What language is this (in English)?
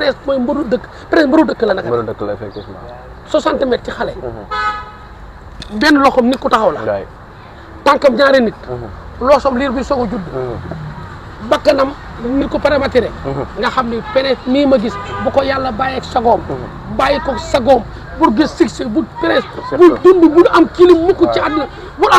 Wolof